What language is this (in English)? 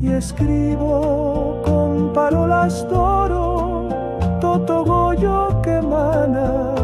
Aragonese